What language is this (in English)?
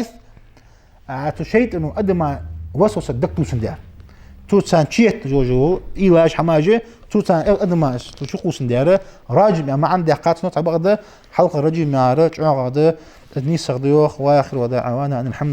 Ingush